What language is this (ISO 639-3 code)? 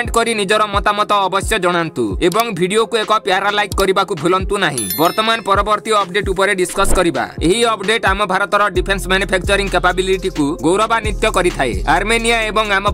ori